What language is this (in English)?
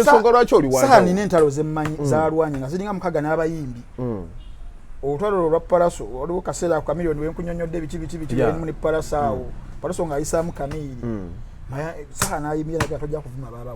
Ganda